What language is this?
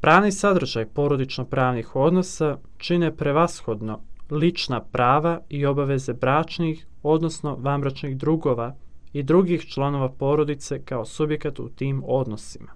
Serbian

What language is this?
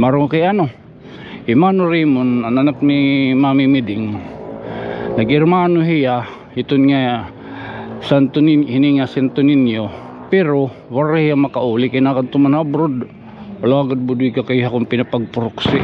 Waray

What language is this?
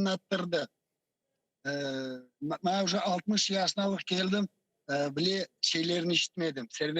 Crimean Tatar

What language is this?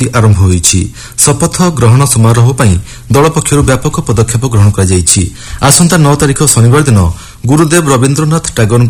Odia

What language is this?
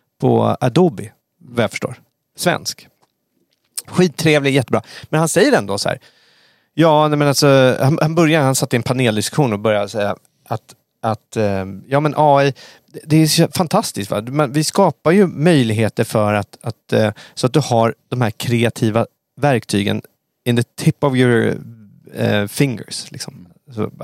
Swedish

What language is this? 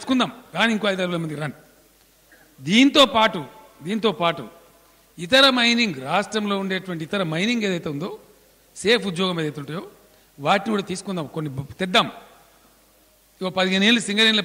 Telugu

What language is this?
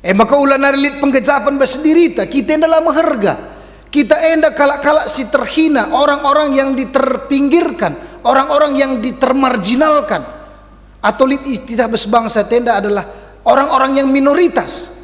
Batak Karo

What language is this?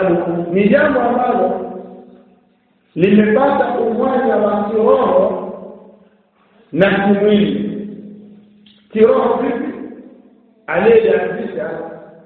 Swahili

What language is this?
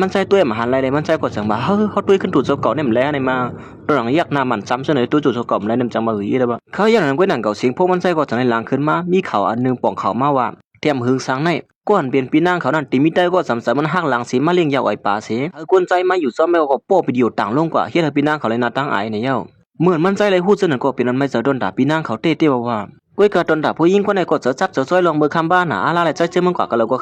Shan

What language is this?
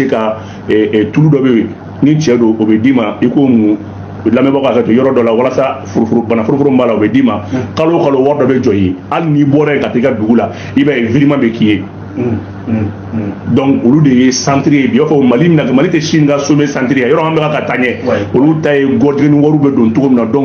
Bambara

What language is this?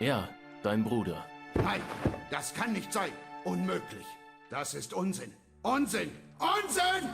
Bavarian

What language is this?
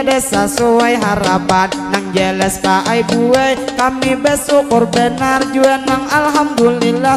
Banjar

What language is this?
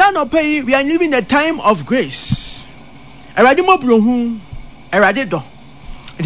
Akan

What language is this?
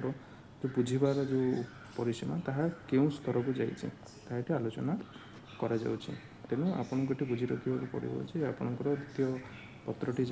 Odia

